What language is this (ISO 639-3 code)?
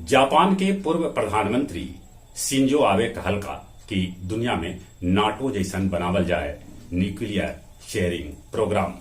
mag